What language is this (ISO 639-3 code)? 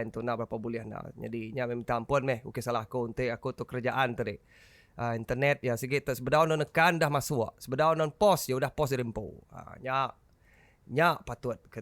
iba